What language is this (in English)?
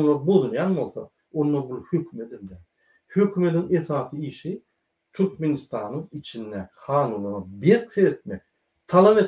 Turkmen